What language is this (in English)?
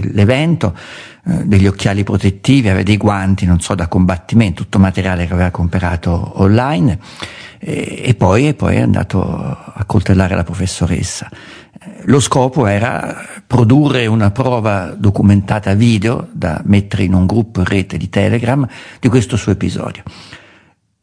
Italian